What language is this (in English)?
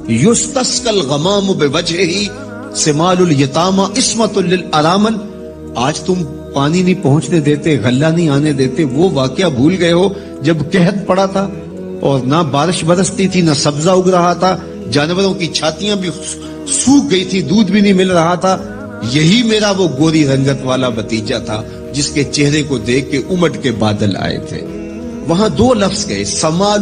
Urdu